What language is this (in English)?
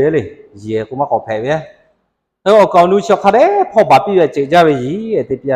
Lahu